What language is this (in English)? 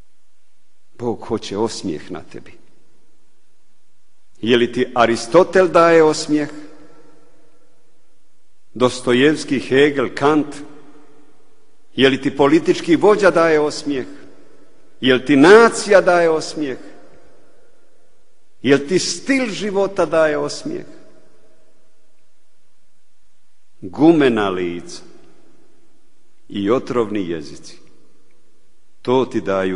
Croatian